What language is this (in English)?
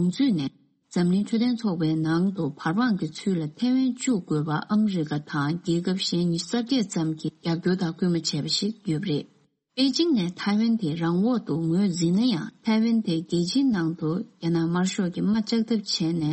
Tibetan